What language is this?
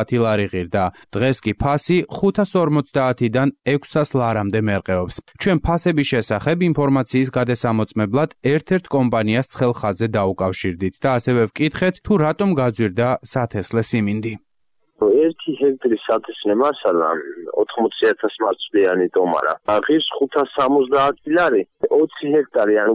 Georgian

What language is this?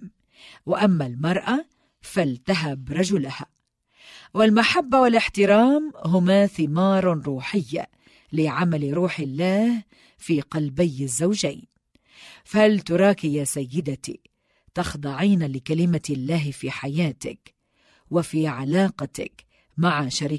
Egyptian Arabic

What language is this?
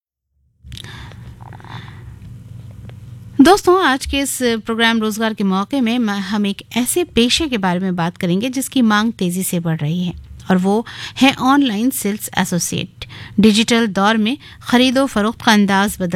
Urdu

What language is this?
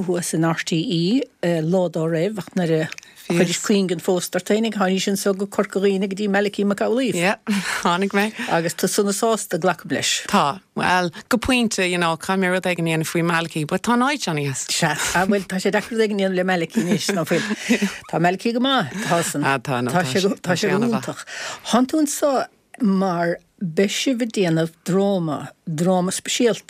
Irish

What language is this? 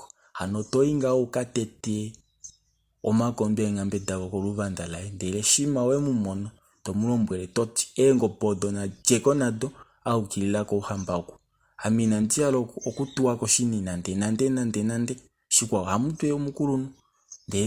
Kuanyama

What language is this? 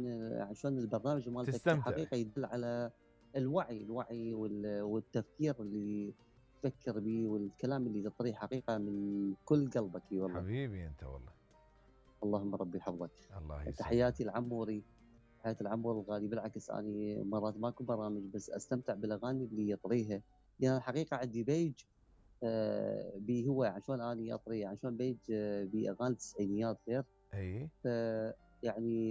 Mesopotamian Arabic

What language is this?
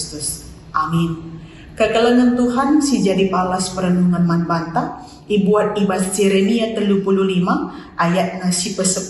Batak Karo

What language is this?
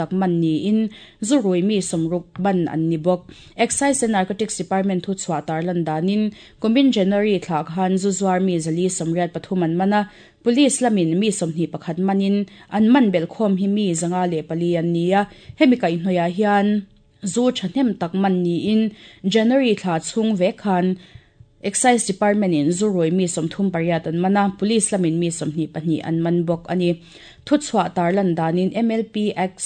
Mizo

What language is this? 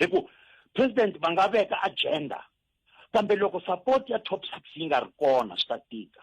Tsonga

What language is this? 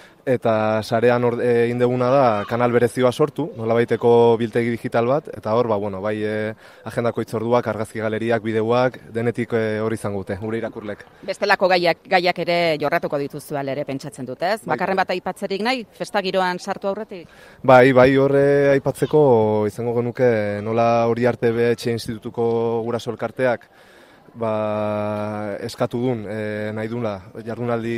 Basque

